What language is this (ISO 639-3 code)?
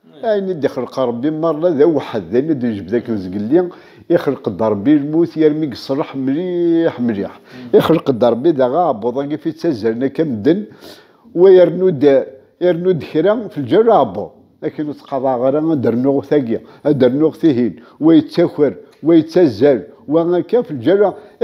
kab